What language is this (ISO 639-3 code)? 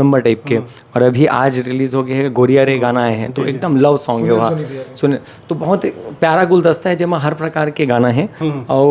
hne